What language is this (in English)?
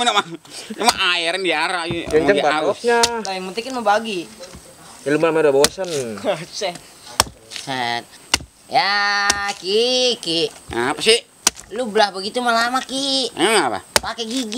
Betawi